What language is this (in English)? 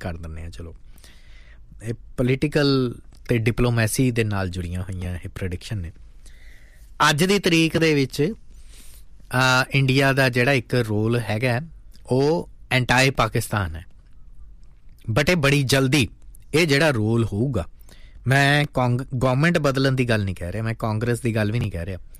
Punjabi